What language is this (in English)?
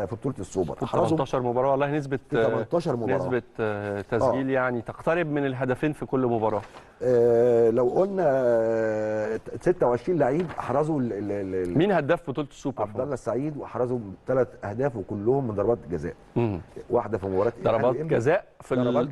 Egyptian Arabic